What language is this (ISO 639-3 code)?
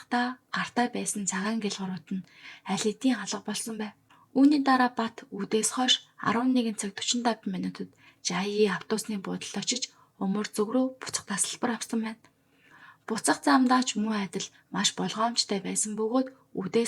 mon